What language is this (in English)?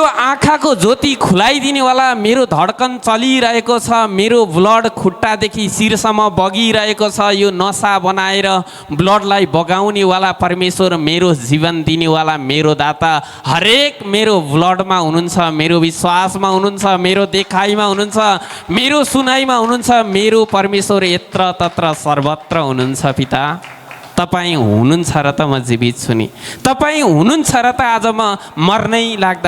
Nepali